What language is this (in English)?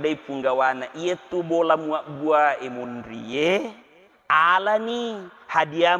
Buginese